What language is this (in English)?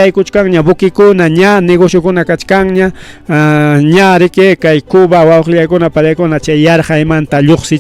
Ayacucho Quechua